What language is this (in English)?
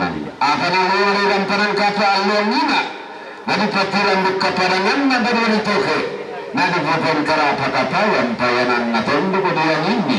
Toraja-Sa'dan